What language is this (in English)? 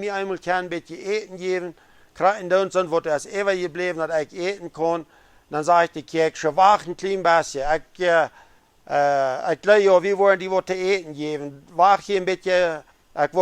Plautdietsch